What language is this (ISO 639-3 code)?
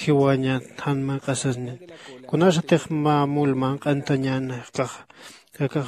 aym